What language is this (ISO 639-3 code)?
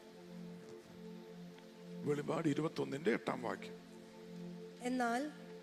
mal